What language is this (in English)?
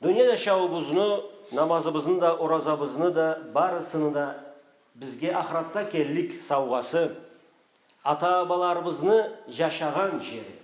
Karachay-Balkar